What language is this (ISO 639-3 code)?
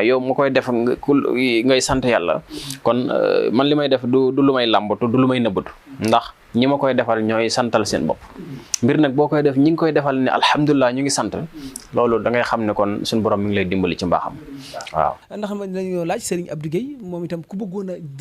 wol